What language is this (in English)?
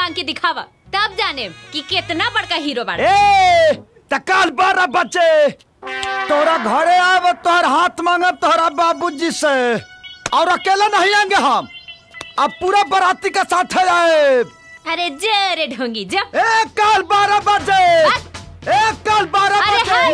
Bhojpuri